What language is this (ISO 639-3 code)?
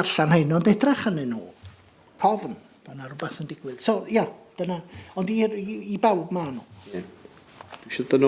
cym